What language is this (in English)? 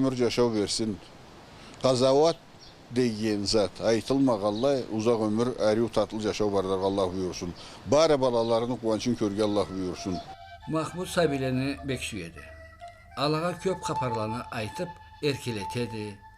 Karachay-Balkar